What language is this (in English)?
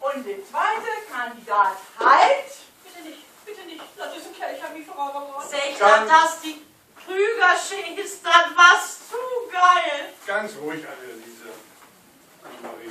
Low German